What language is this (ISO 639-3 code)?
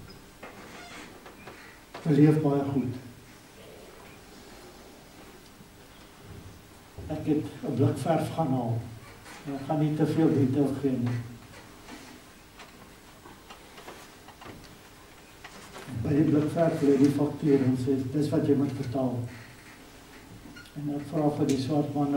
afr